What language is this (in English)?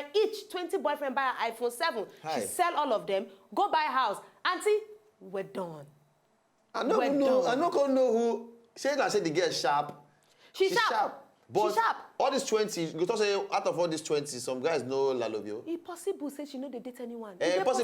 Nigerian Pidgin